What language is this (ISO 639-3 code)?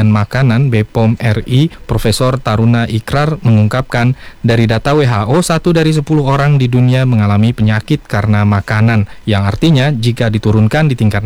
ind